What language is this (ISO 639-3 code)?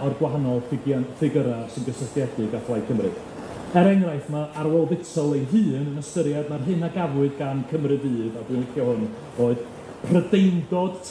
cym